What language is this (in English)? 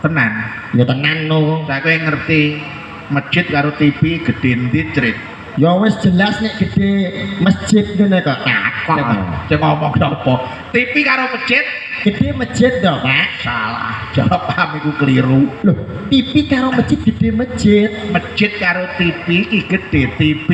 Javanese